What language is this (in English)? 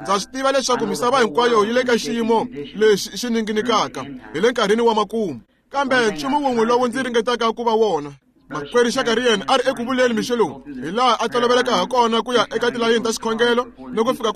Tsonga